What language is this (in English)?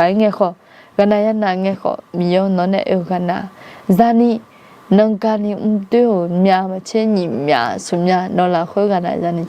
Akha